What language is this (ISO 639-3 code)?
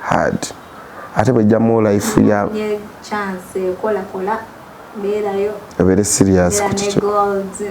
lug